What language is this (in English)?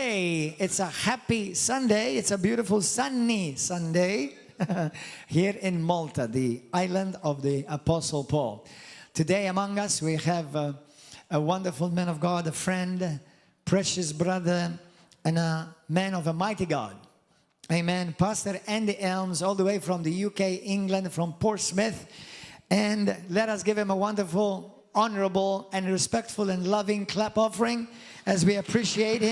English